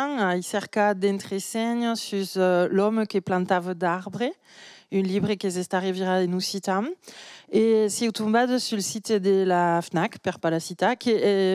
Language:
Occitan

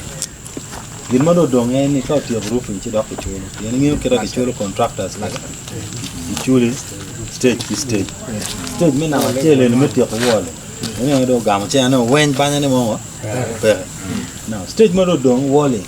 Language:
Acoli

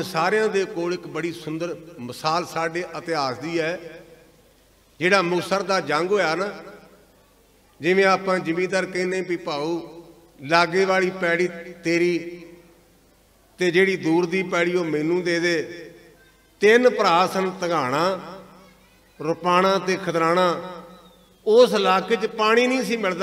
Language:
Punjabi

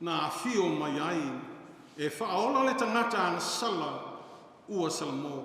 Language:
Samoan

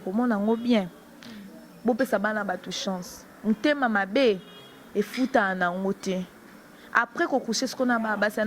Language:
Lingala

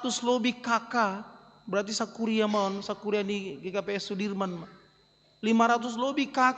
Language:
Batak Simalungun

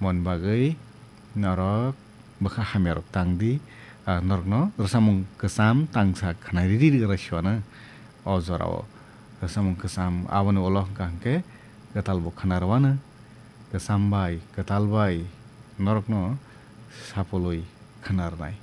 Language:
Kok Borok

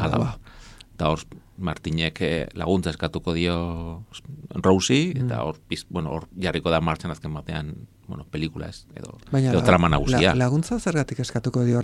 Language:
Basque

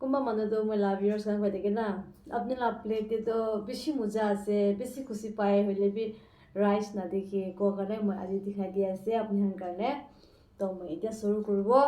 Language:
Naga Pidgin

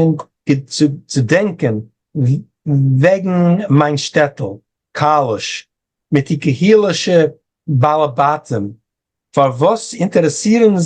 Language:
Yiddish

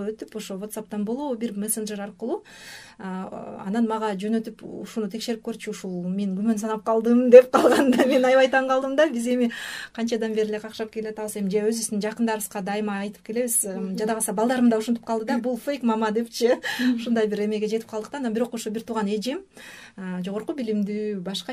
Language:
Kyrgyz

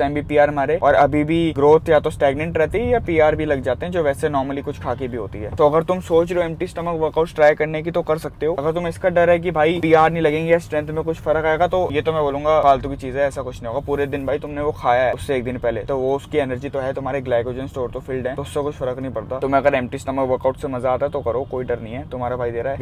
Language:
Hindi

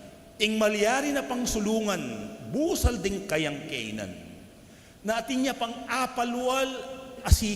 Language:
Pampanga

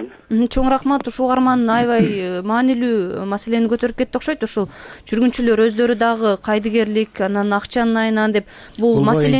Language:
Kyrgyz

